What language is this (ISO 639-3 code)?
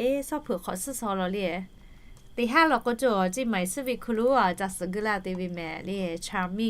lhu